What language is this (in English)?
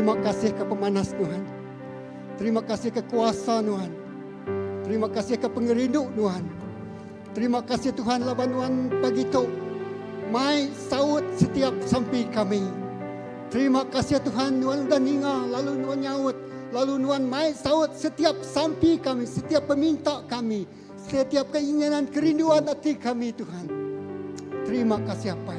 Iban